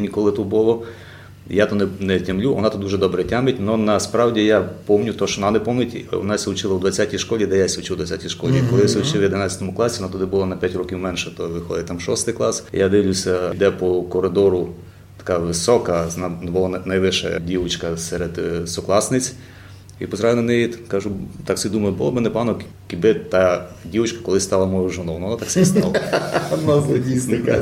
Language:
Rusyn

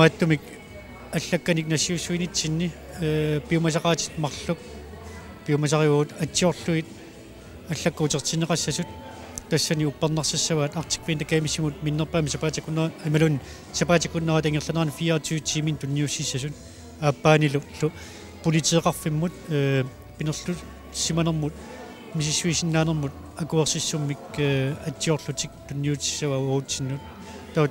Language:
Kalaallisut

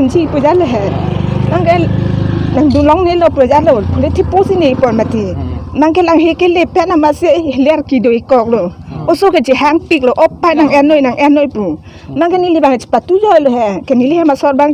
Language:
Karbi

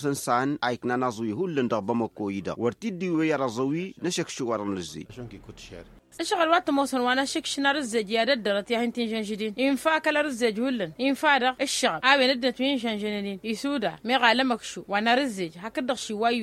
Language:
Tamasheq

